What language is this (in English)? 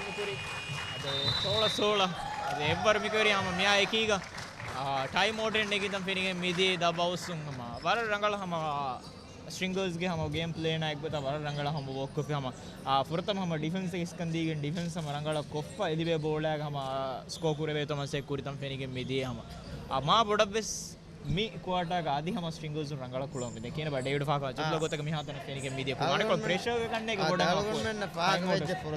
Divehi